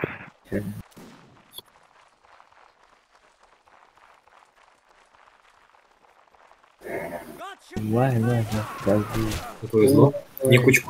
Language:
Russian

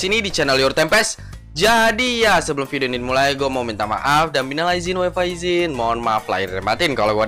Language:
Indonesian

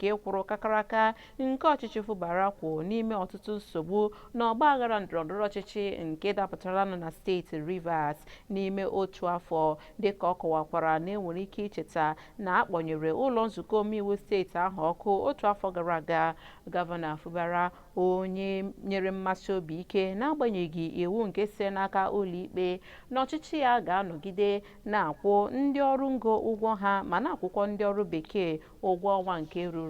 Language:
Igbo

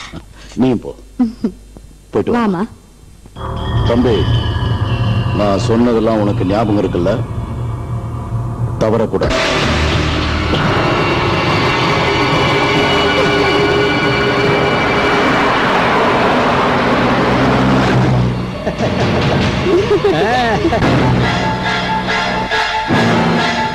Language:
Tamil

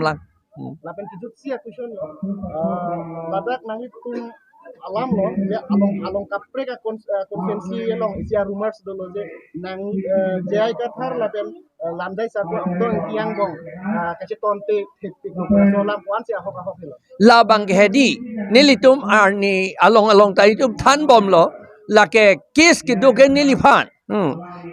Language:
Karbi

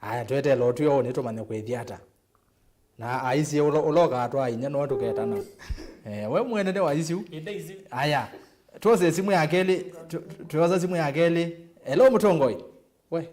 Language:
Kamba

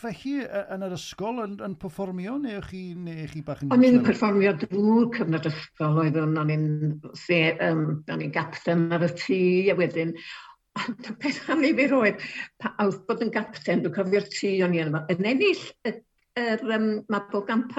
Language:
Welsh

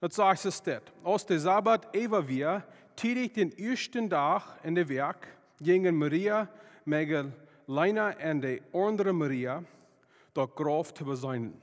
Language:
Plautdietsch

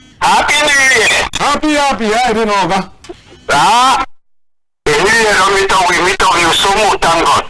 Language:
Cameroon Pidgin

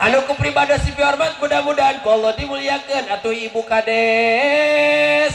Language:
Sundanese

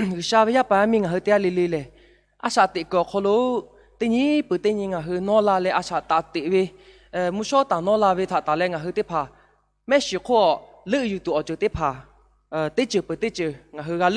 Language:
Lahu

